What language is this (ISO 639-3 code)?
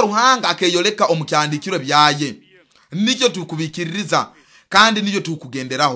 nyo